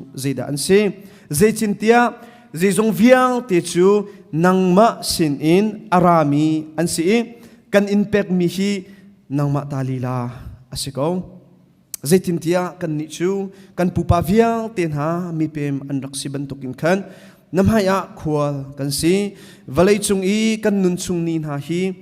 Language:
Hakha Chin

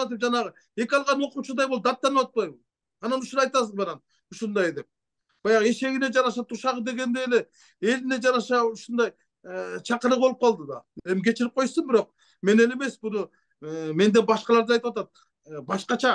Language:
Kyrgyz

